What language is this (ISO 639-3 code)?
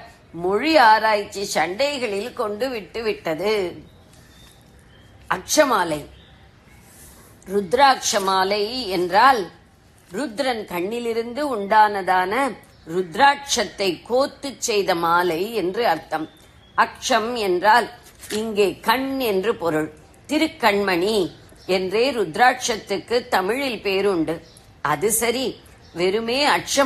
tam